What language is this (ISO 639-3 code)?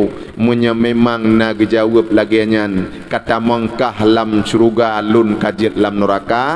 ace